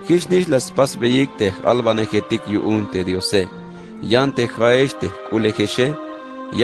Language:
Tzeltal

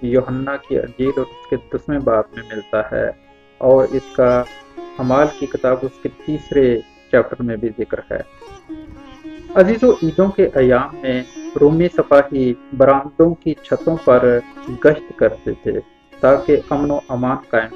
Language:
Urdu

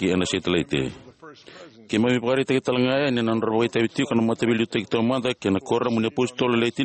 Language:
Fijian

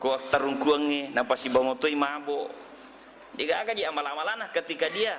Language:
Buginese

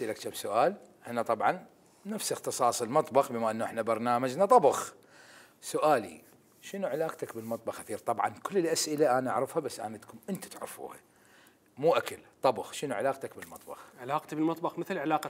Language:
Mesopotamian Arabic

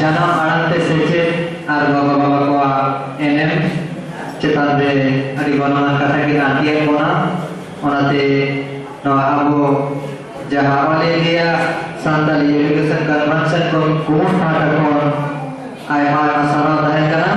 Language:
Santali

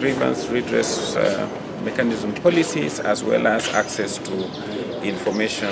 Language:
Gusii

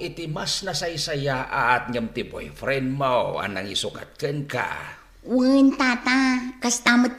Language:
Iloko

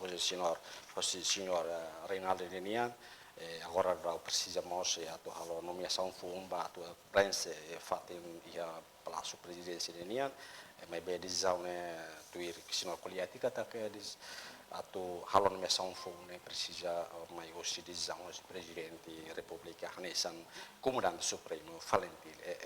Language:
Tetum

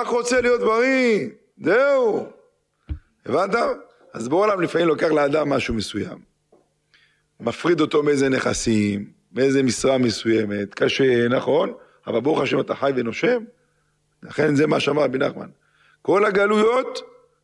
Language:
Hebrew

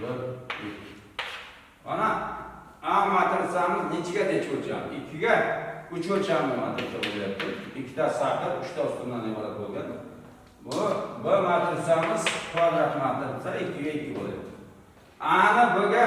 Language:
Uzbek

